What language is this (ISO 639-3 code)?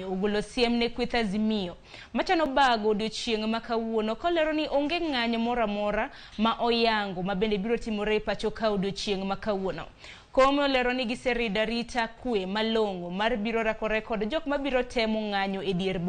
luo